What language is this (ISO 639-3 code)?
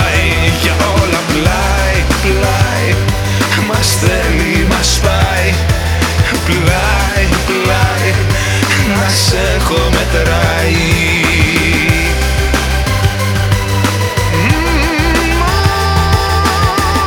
ell